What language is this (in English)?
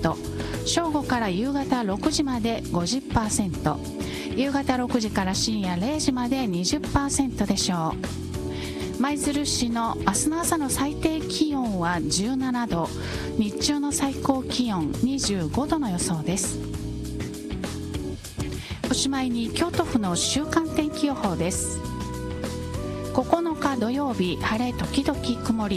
Japanese